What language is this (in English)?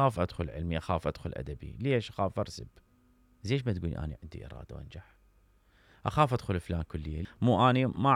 Mesopotamian Arabic